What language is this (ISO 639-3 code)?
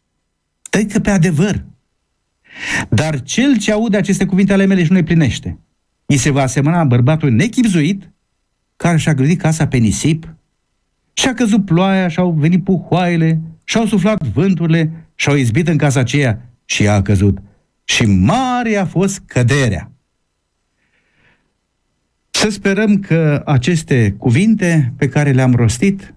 ron